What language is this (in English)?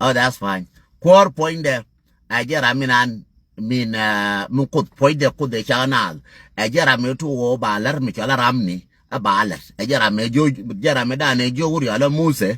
Nuer